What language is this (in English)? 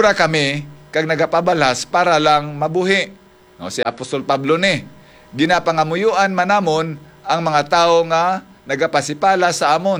Hiligaynon